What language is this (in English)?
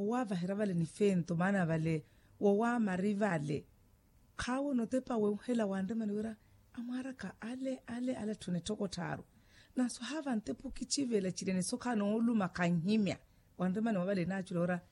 Makhuwa